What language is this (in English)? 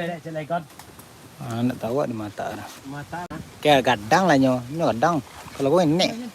Minangkabau